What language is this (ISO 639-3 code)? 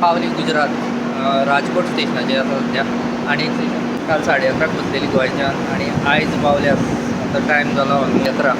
kok